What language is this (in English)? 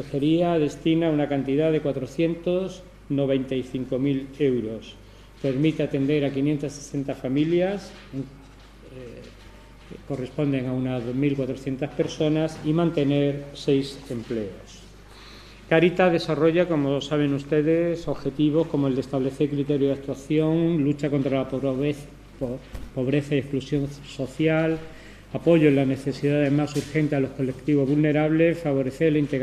Spanish